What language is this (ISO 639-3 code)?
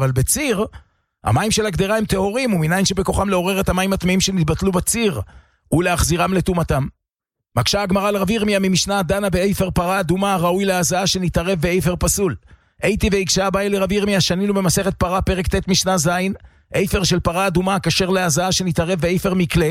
heb